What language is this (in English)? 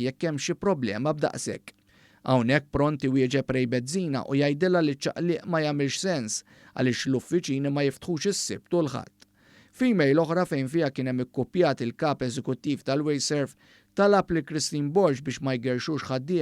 Maltese